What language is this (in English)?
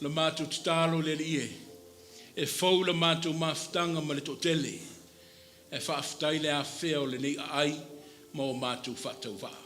Samoan